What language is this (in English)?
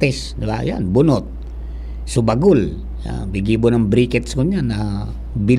Bikol